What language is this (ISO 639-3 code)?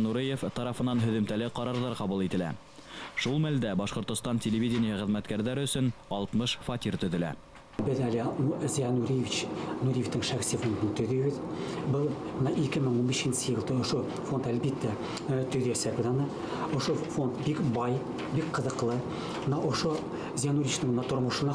bak